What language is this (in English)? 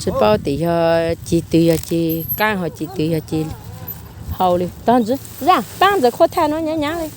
Hmong